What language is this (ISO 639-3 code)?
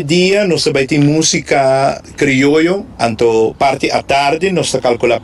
pap